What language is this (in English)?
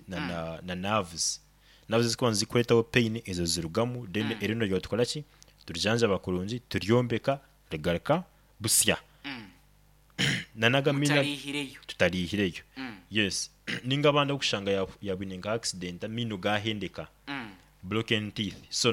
Nyoro